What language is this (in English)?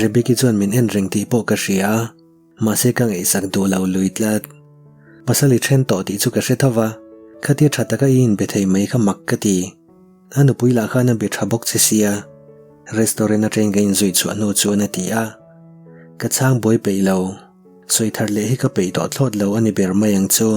Mizo